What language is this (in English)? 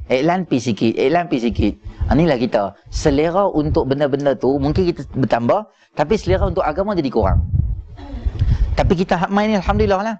Malay